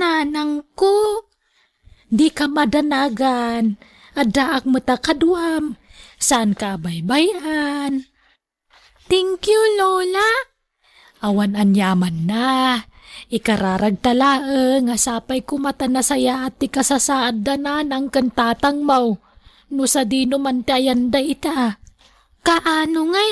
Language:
Iloko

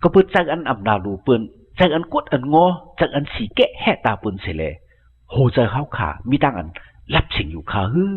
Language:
Shan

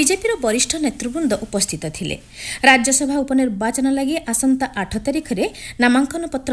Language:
Odia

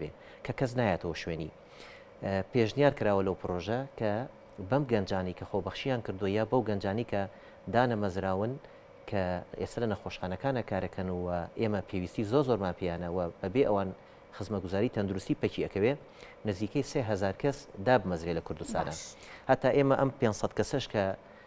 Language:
Central Kurdish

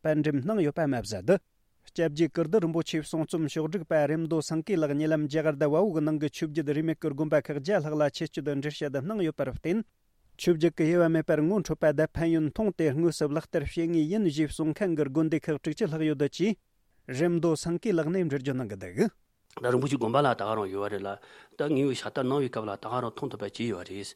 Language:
Tibetan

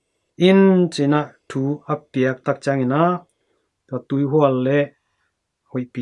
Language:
Tedim Chin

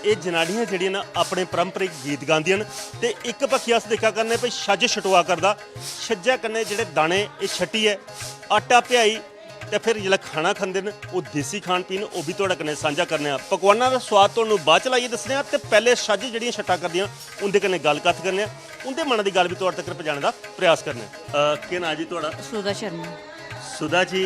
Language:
Dogri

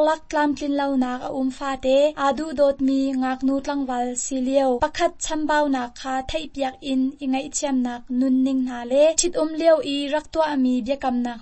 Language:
Hakha Chin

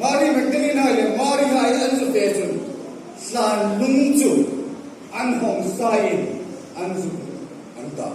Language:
Hmar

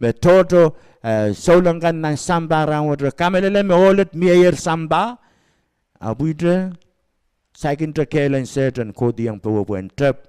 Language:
Pohnpeian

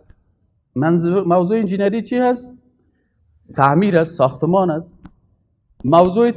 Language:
Persian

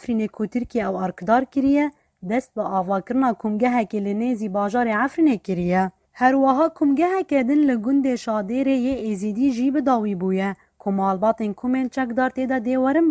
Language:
Kurdish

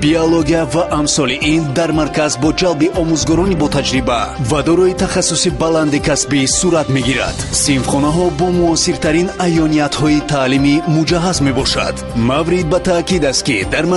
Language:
Tajik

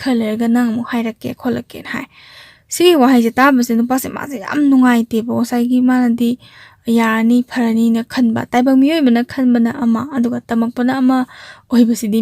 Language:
Manipuri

